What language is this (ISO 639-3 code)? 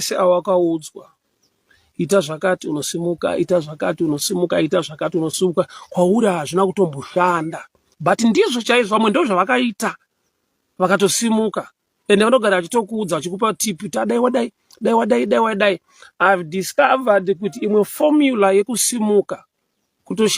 sna